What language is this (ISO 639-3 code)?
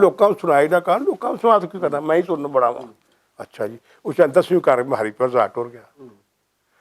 lah